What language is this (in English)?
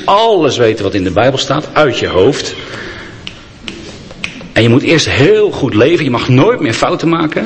Dutch